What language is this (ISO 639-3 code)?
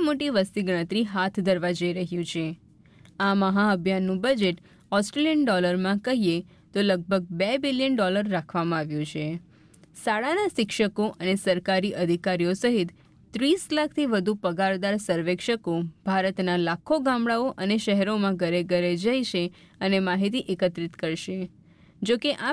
guj